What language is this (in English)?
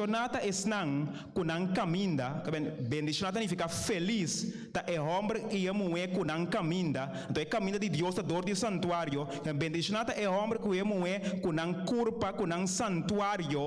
Papiamento